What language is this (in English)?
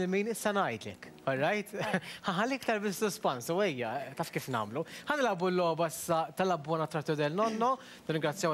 Maltese